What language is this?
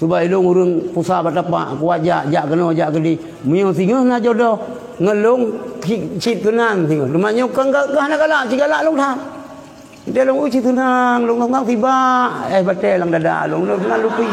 Achinese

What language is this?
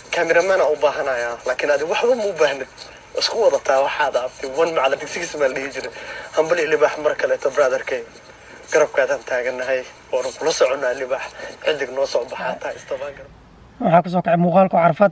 Somali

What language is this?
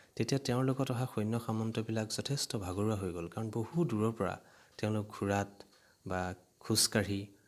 Assamese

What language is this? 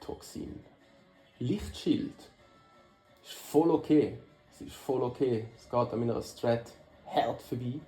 Swiss German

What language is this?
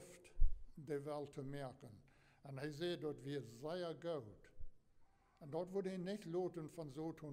Plautdietsch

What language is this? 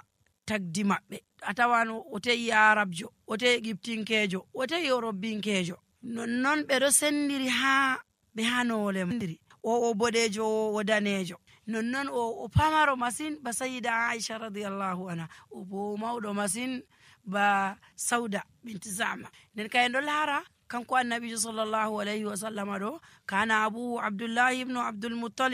Fula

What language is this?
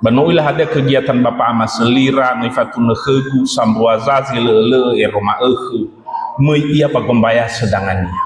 Nias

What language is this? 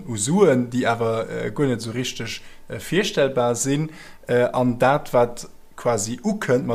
Luxembourgish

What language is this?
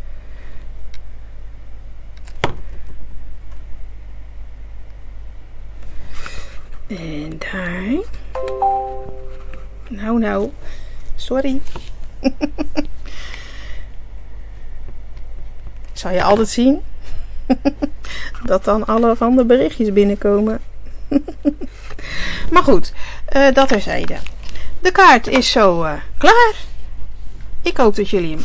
Dutch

